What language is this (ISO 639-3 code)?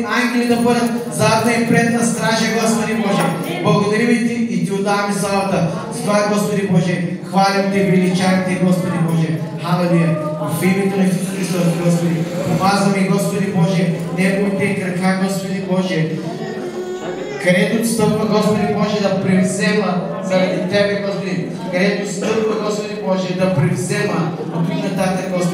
bul